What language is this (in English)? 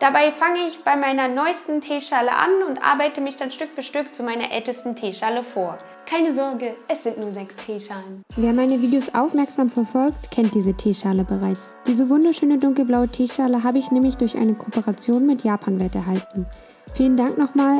German